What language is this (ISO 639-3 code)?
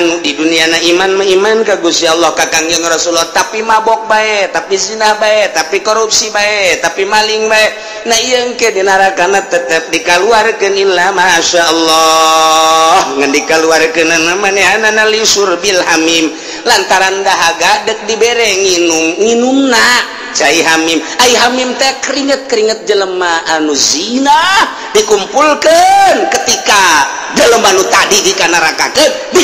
sun